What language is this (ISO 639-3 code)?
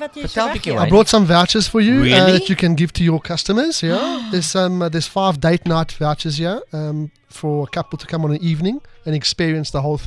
afr